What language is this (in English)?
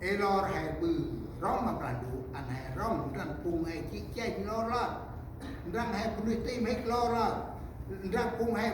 Central Mnong